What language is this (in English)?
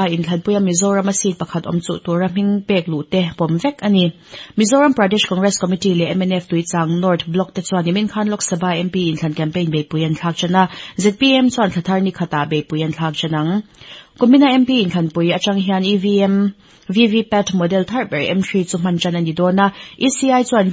Mizo